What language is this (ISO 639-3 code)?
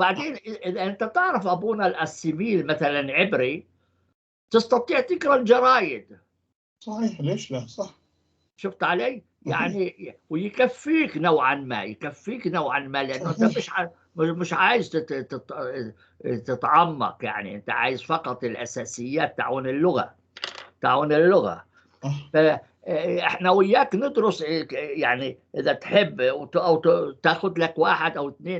apc